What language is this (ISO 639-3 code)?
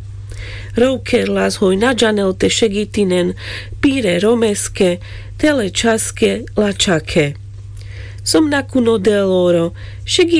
rmc